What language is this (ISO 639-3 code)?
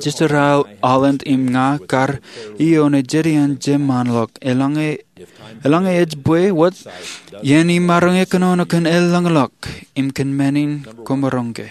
mah